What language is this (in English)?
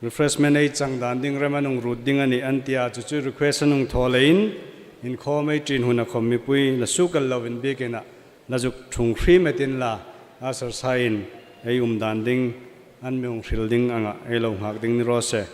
Hmar